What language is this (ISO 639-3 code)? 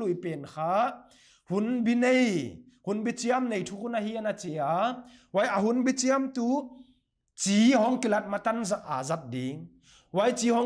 pck